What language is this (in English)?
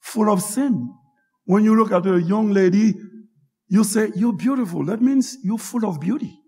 Haitian Creole